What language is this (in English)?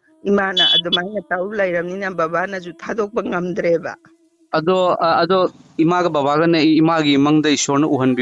Manipuri